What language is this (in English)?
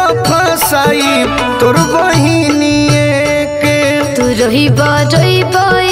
Bhojpuri